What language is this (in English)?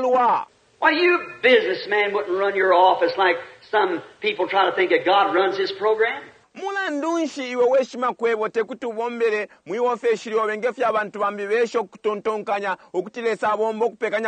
Bemba